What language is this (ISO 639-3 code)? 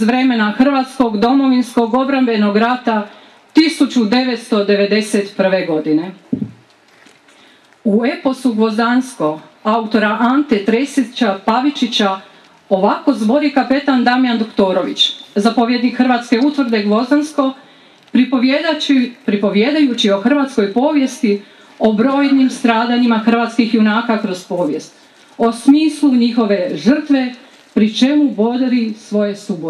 hrv